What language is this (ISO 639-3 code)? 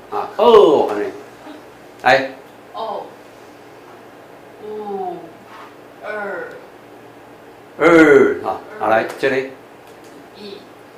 zho